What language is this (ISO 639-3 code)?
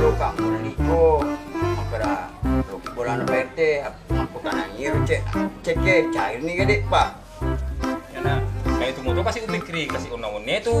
bug